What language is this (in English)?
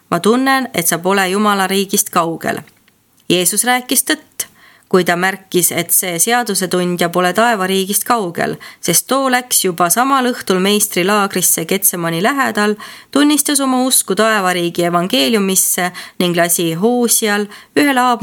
Estonian